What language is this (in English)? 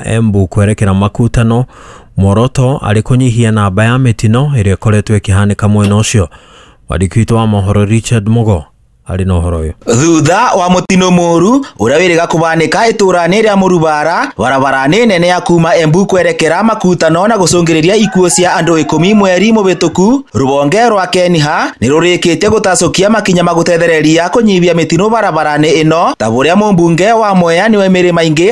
Kikuyu